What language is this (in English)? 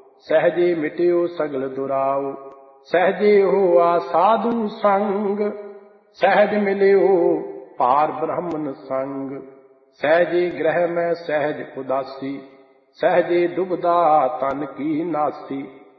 Punjabi